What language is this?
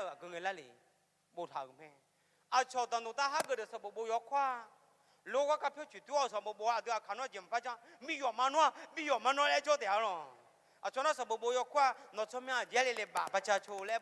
Akha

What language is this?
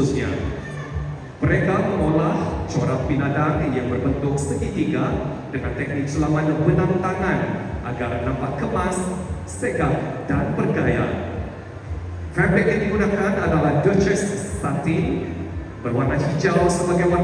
Malay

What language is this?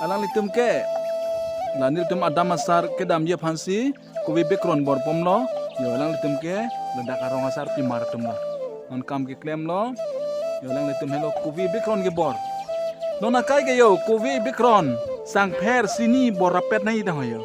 Karbi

